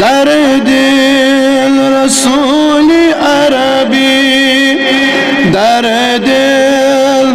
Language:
Kashmiri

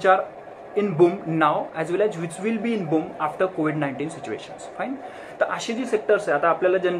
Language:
Marathi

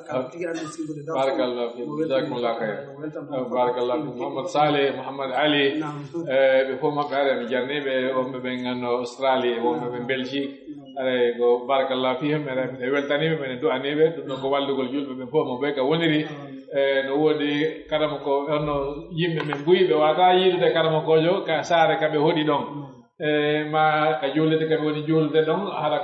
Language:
Pular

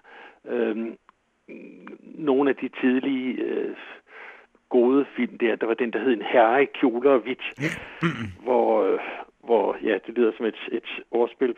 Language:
Danish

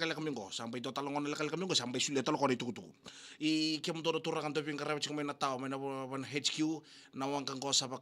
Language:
Fijian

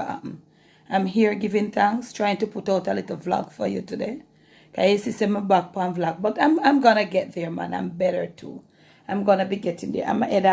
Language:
Jamaican Creole English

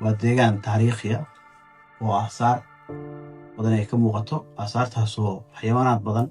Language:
Somali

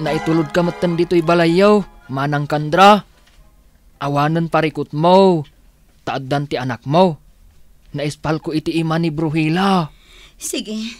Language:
Iloko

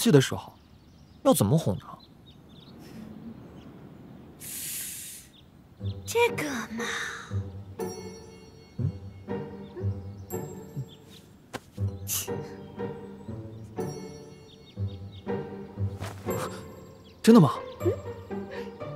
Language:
Chinese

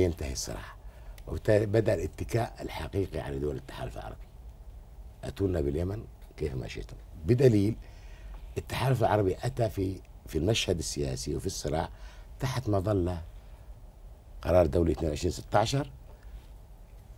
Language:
Arabic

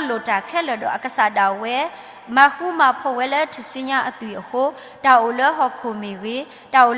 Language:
S'gaw Karen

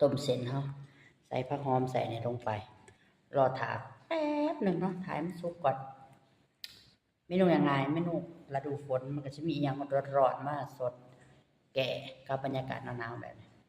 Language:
Lao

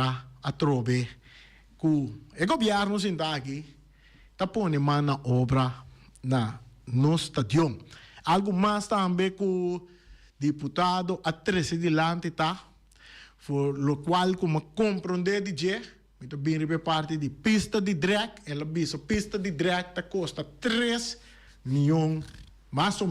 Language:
Papiamento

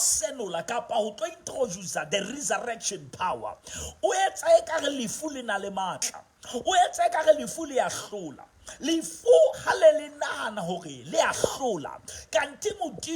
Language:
Southern Sotho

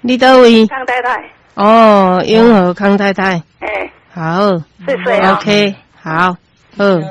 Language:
Min Nan Chinese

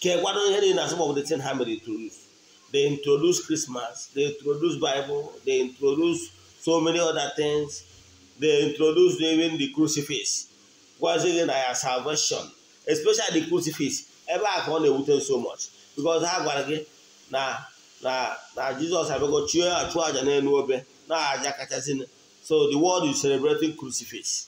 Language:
Igbo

